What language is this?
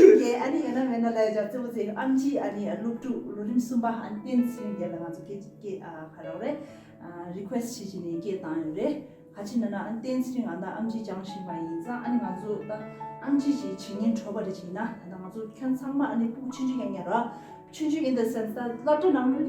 Tibetan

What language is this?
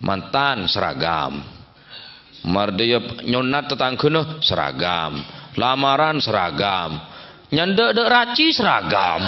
Madurese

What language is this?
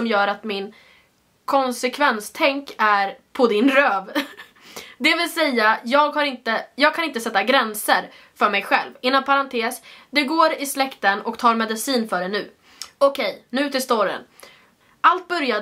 Swedish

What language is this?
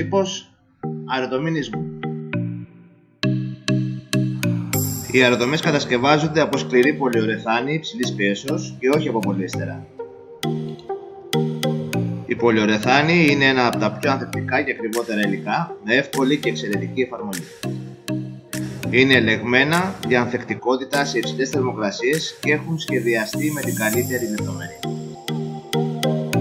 Greek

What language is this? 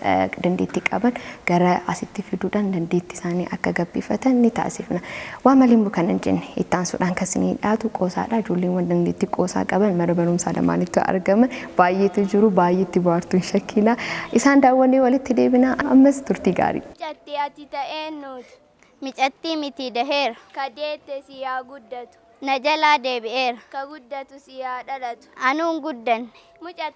Oromo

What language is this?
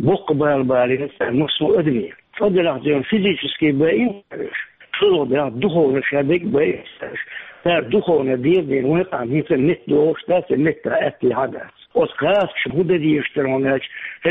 Chechen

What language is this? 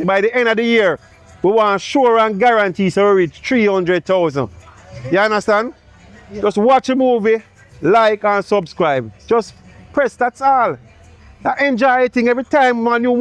Jamaican Creole English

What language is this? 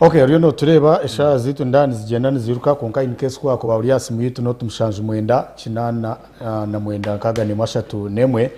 Nyankole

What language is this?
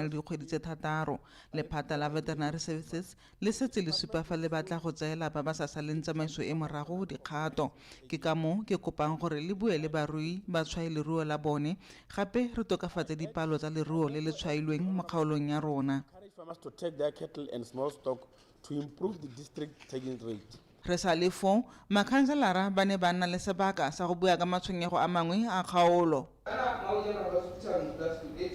Tswana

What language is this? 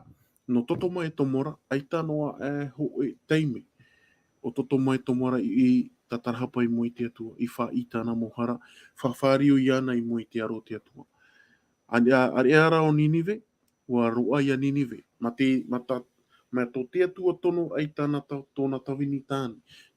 Tahitian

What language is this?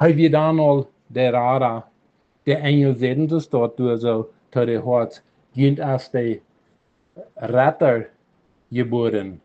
Plautdietsch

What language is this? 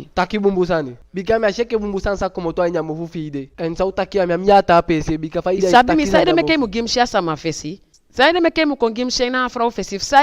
Eastern Maroon Creole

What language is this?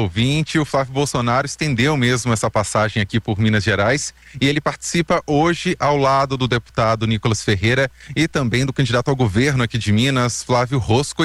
Portuguese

